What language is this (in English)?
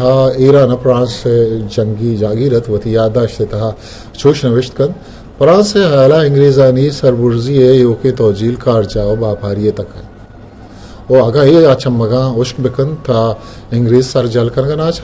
Eastern Balochi